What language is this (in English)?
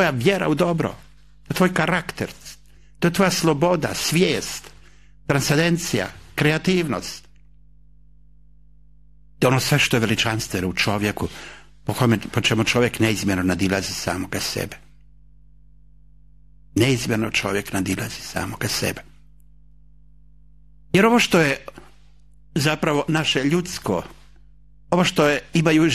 Croatian